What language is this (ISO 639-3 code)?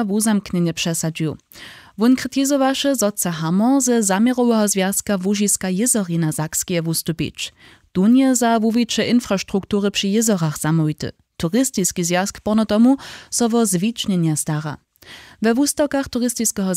hsb